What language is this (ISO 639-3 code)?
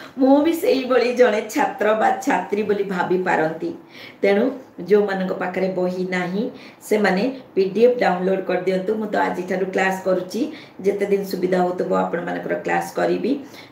ori